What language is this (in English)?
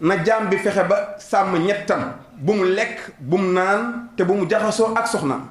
Wolof